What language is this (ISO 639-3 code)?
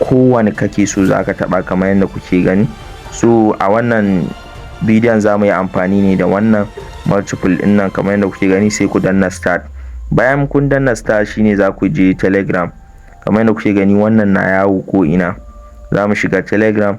hau